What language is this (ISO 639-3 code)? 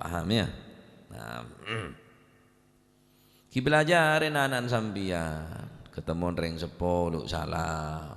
mad